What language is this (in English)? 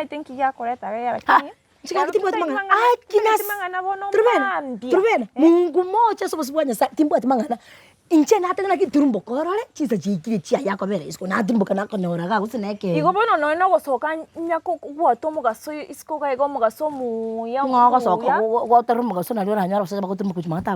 Gusii